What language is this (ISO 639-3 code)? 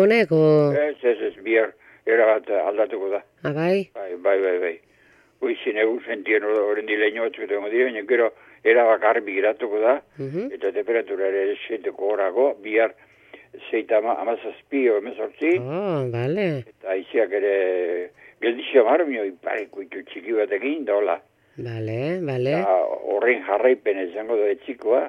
eus